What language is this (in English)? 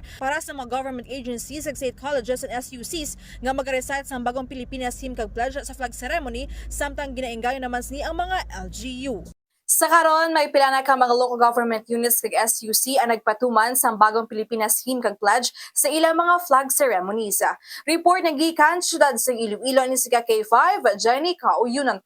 Hiligaynon